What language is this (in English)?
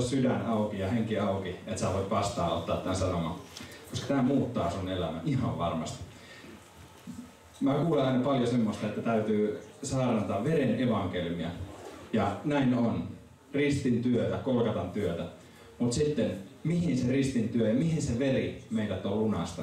Finnish